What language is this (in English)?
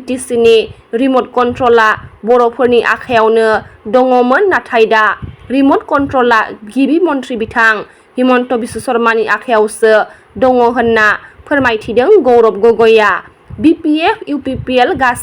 Bodo